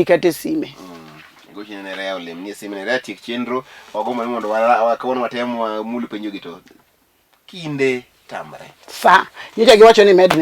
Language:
Luo (Kenya and Tanzania)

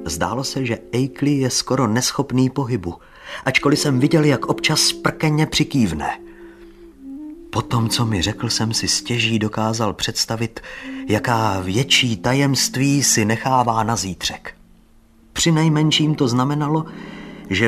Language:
Czech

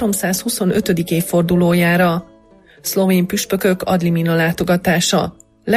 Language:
Hungarian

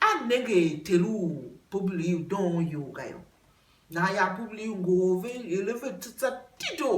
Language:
Tiv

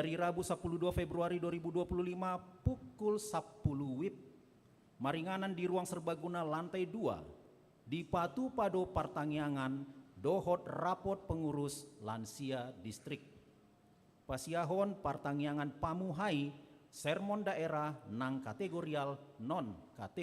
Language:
Batak Toba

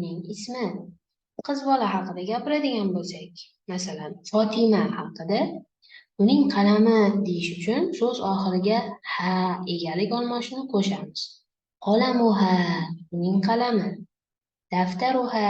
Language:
Uzbek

